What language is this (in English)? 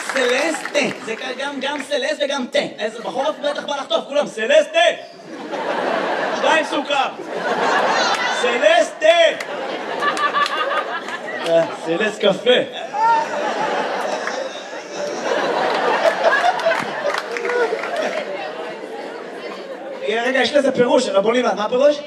Hebrew